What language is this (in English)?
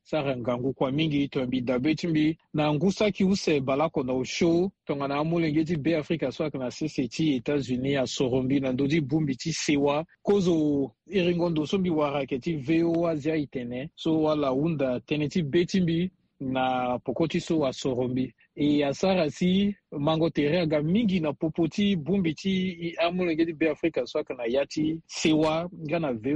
Sango